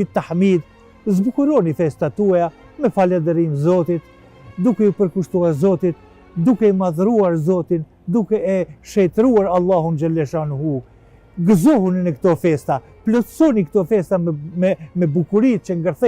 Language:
Albanian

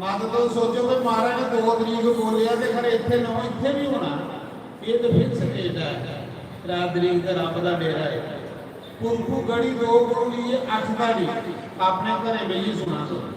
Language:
Dogri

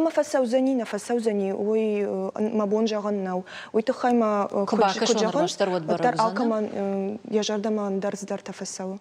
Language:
Ossetic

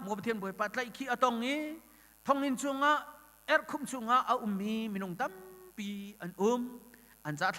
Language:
Hakha Chin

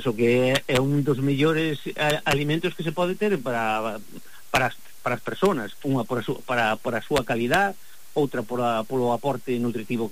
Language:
Galician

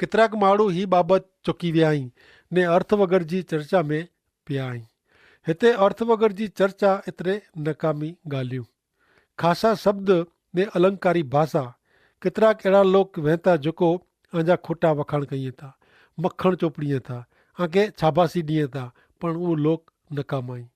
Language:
Kachhi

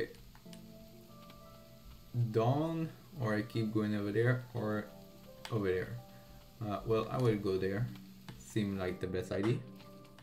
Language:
English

